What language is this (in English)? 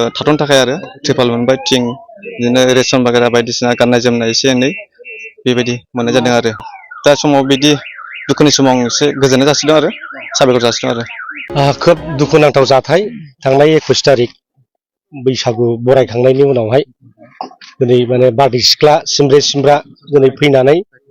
Bodo